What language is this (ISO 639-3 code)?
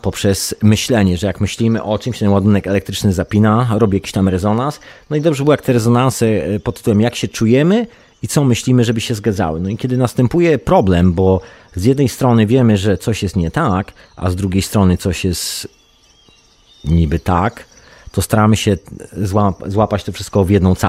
pol